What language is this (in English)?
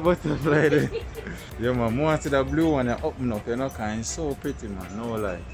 Jamaican Creole English